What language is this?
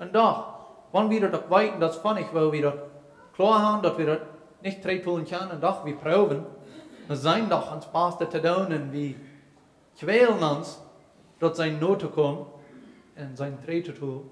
Plautdietsch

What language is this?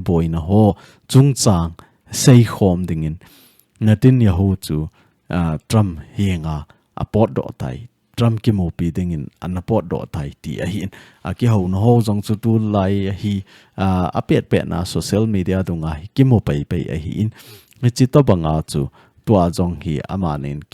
Thado Chin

